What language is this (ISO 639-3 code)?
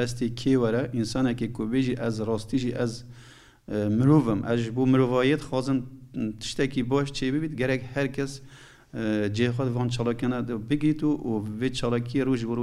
kur